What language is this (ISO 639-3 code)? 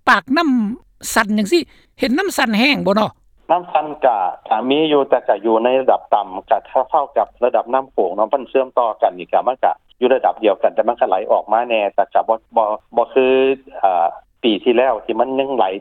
lao